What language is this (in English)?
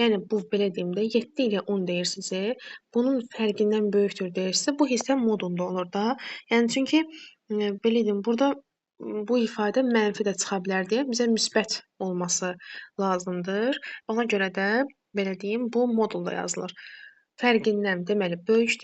Azerbaijani